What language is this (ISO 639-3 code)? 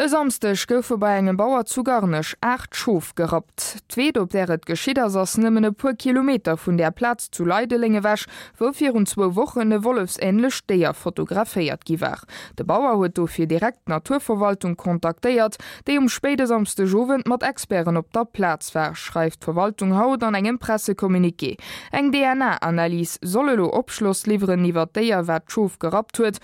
ltz